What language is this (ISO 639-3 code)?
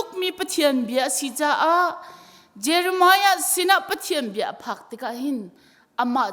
cnh